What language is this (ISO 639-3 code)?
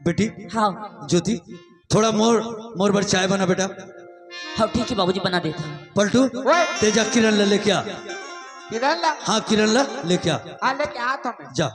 hne